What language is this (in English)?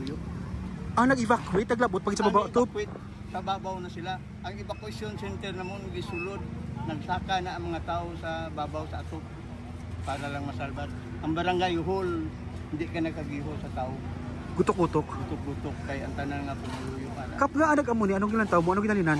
Hiligaynon